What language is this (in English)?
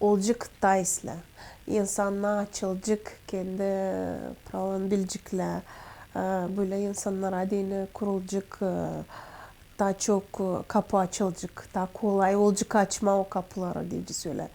Gagauz